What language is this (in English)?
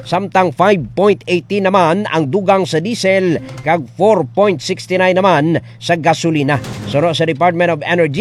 Hiligaynon